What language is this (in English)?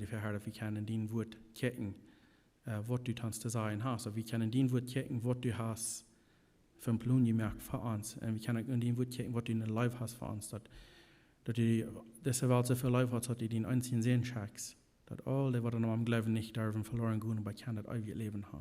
Plautdietsch